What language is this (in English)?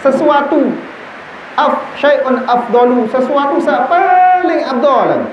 Sasak